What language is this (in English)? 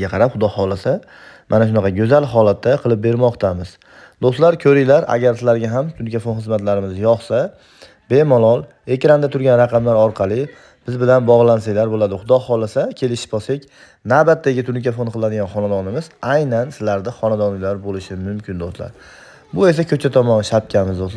Uzbek